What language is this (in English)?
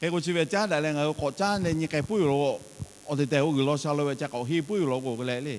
Lahu